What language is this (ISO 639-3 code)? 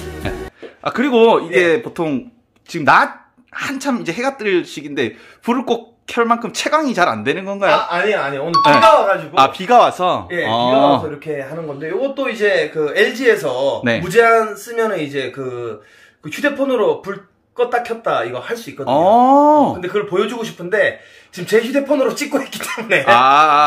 kor